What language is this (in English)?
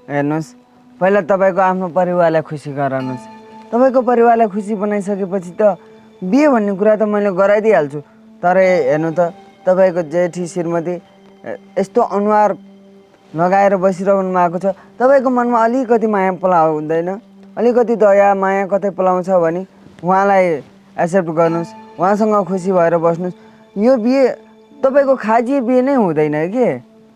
Nepali